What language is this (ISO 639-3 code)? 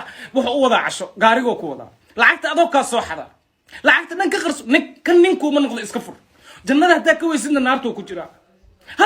som